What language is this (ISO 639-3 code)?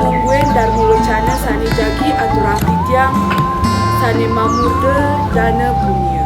ban